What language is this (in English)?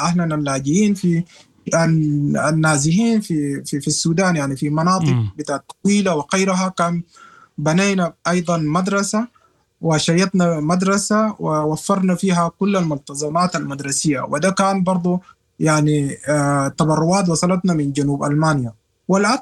Sudanese Arabic